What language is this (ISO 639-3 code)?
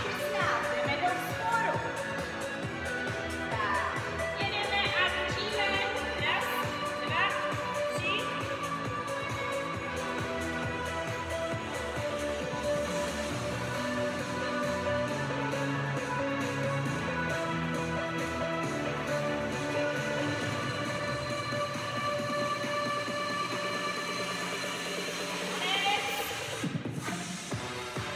ces